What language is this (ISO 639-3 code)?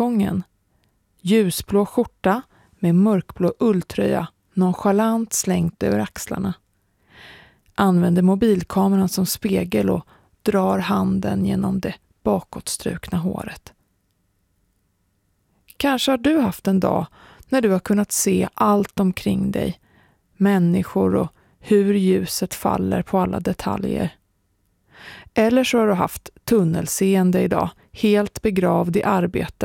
swe